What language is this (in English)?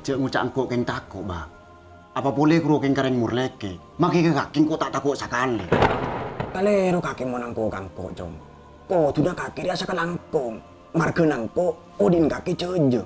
Madurese